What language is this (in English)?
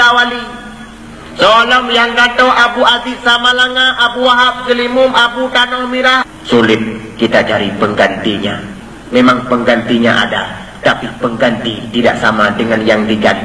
Achinese